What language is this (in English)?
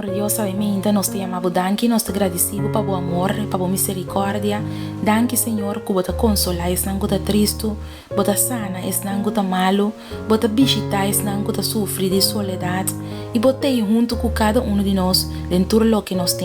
Papiamento